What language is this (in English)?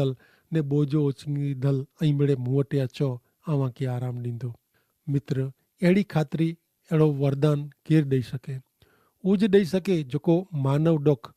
Kachhi